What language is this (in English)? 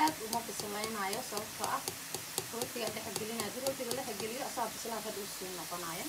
Somali